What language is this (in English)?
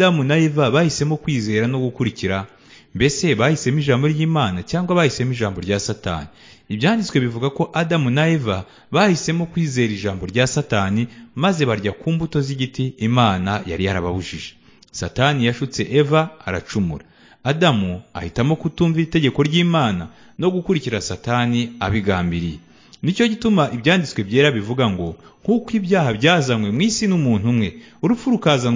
Kinyarwanda